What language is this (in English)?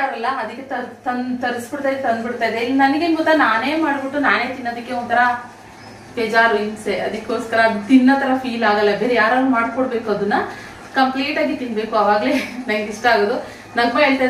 Kannada